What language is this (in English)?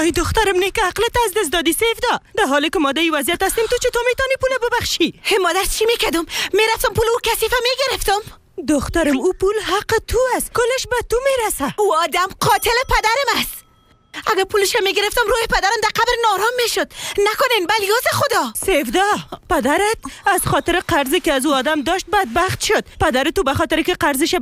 Persian